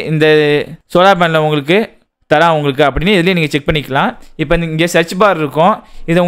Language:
Tamil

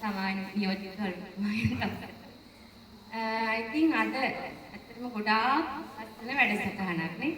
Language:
Sinhala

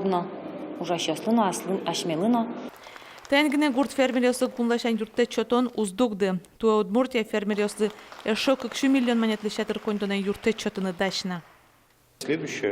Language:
Udmurt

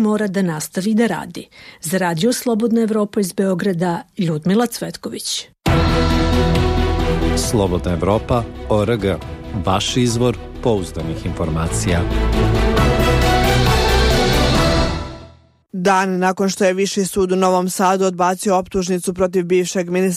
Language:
Serbian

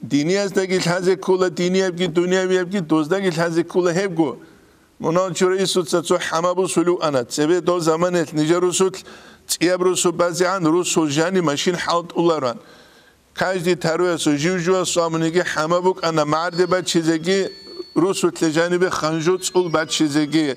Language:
Avaric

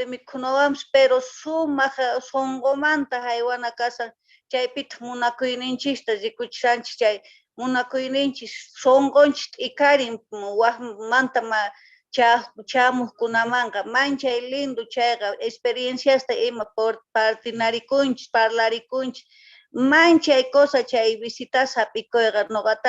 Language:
South Bolivian Quechua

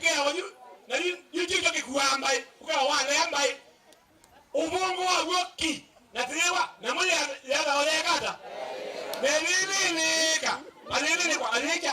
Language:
Kamba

